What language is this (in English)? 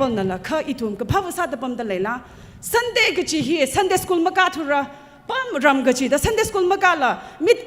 Tangkhul Naga (India)